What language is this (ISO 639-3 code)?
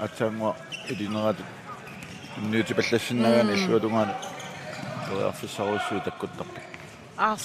kal